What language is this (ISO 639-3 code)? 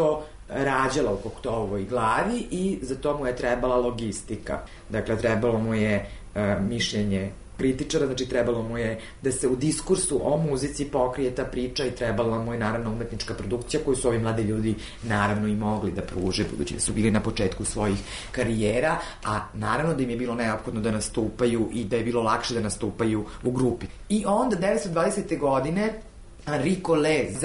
srp